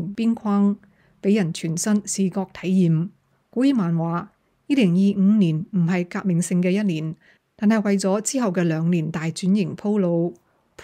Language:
Cantonese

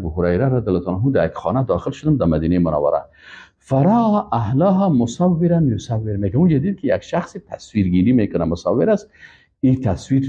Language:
Persian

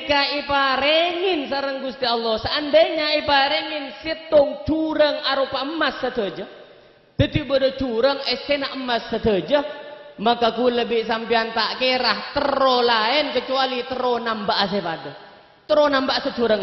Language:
Madurese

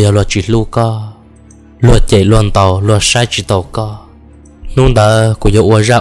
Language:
Hmong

